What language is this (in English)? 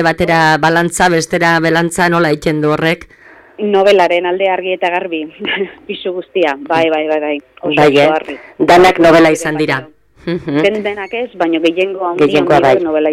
Basque